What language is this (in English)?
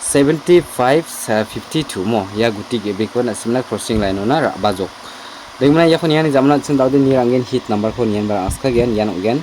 Garo